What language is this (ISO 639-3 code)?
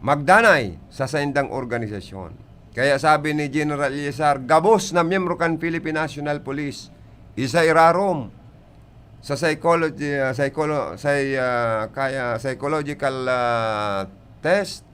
bik